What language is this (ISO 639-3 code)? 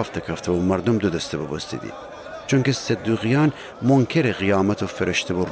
glk